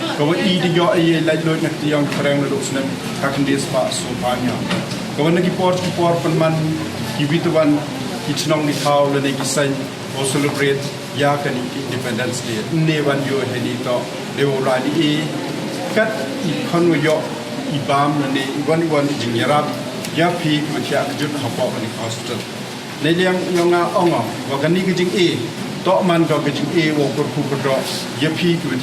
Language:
Pnar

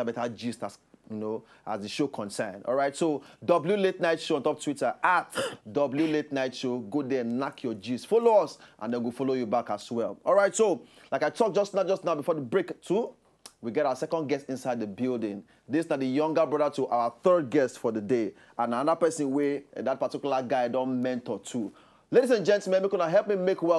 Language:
Nigerian Pidgin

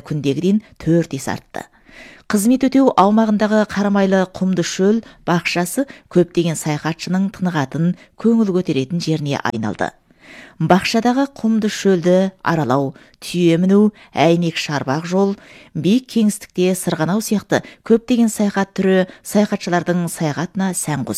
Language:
Kazakh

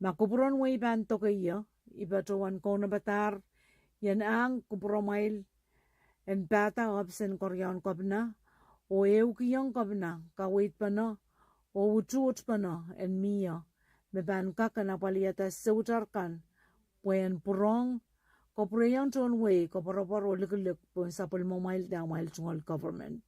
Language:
Pohnpeian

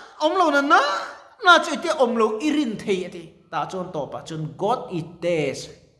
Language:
Mizo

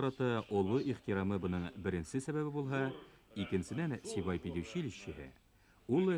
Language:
Bashkir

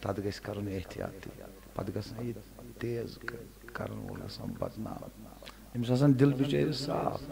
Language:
Kashmiri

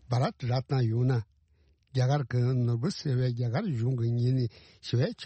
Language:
Tibetan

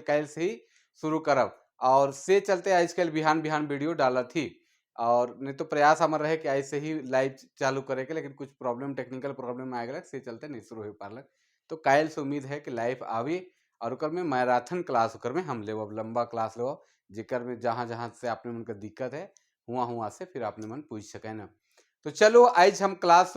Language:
Sadri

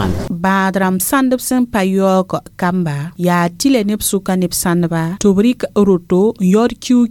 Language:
Mossi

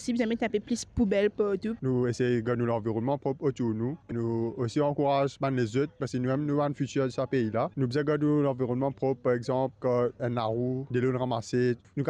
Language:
Morisyen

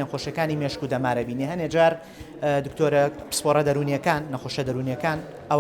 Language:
Central Kurdish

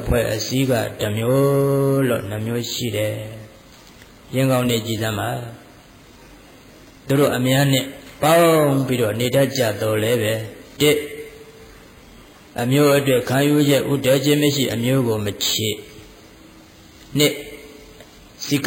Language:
Burmese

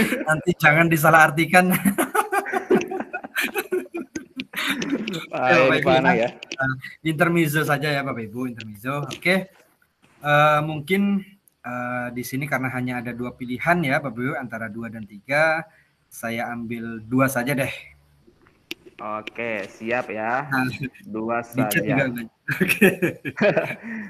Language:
Indonesian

